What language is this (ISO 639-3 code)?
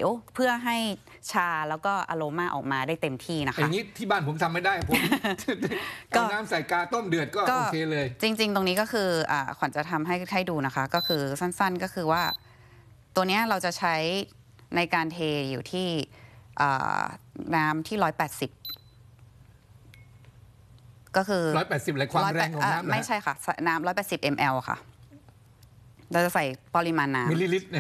tha